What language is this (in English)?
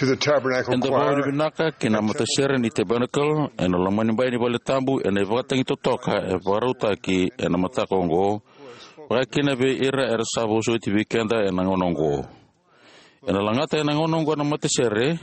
Fijian